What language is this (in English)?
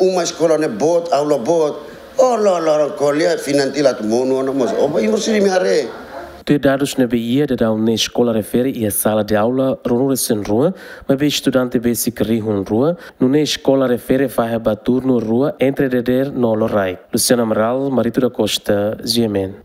Tetum